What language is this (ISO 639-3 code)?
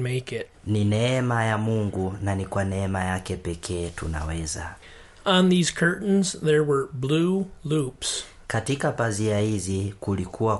swa